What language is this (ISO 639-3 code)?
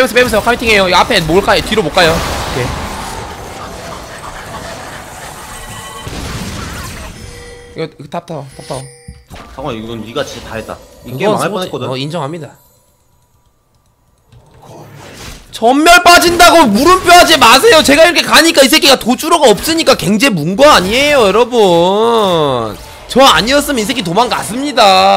kor